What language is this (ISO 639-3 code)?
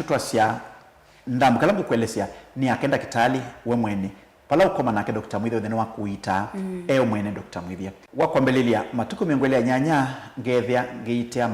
kam